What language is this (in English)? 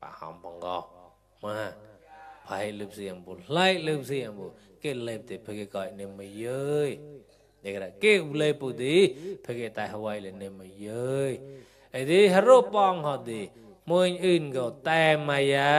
Mon